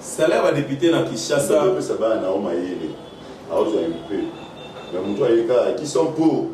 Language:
Lingala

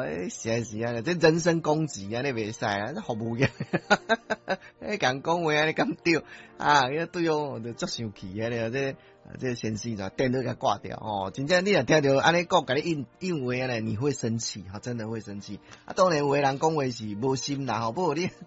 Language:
Min Nan Chinese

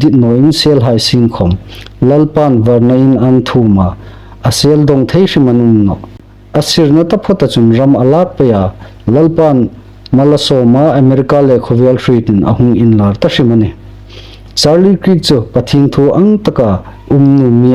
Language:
Hmar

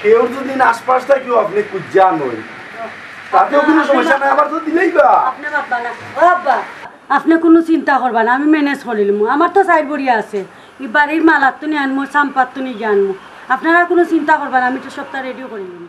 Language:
Sylheti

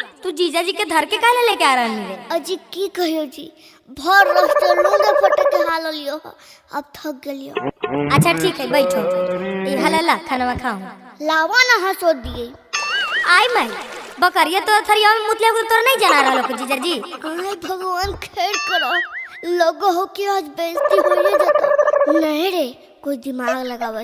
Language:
Magahi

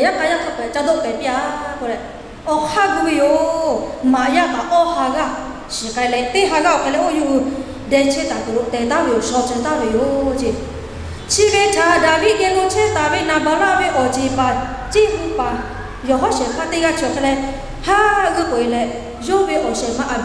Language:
Lahu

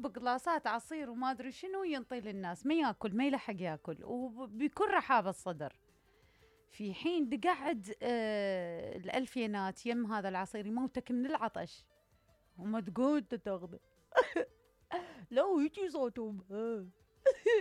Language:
Mesopotamian Arabic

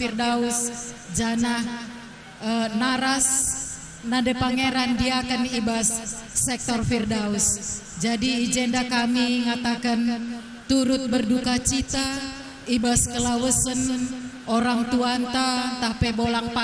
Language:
Batak Karo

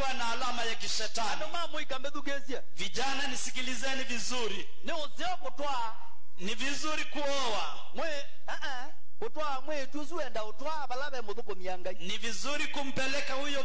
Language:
Swahili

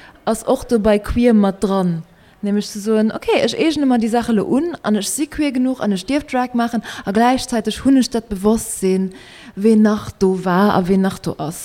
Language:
Luxembourgish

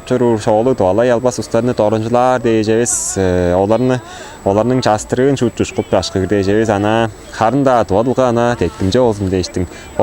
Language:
Tuvinian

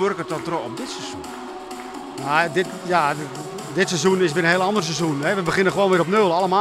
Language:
Western Frisian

